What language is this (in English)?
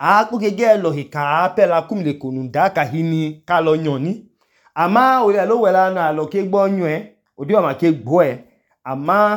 Idoma